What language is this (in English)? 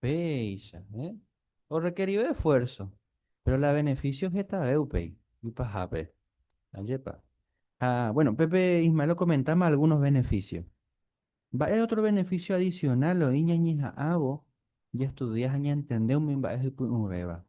Guarani